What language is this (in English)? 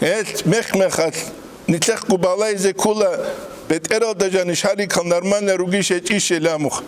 Avaric